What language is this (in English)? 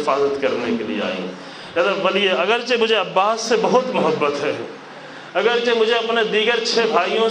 Urdu